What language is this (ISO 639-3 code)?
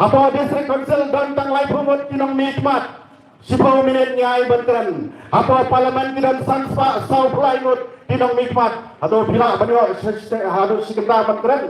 kha